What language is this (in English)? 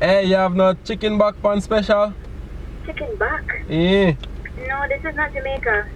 Jamaican Creole English